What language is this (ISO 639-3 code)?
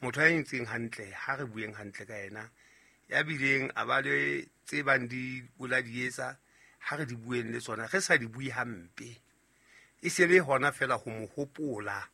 sot